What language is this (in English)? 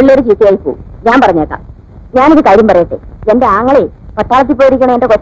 Malayalam